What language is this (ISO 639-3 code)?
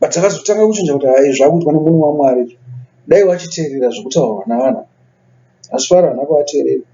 sna